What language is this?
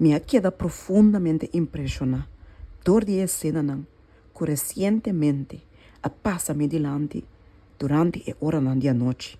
Papiamento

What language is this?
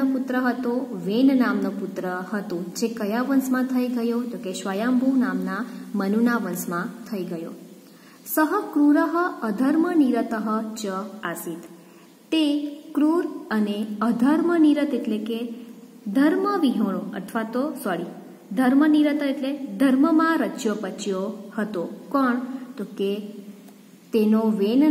Gujarati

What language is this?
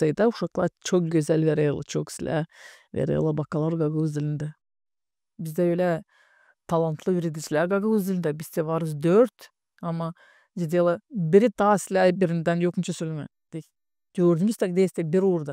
Gagauz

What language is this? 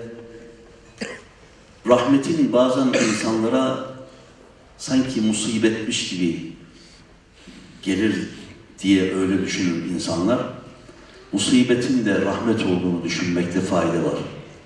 Turkish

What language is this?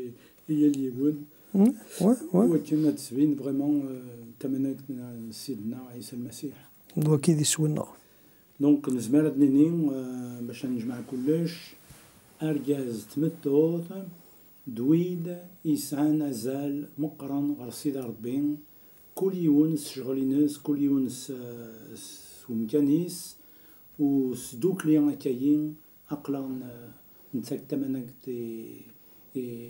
Kabyle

